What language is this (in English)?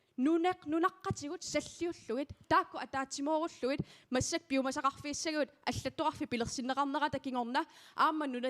Kalaallisut